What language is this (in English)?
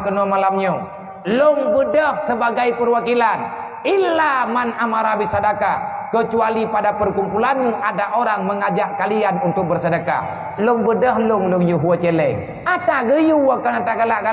Achinese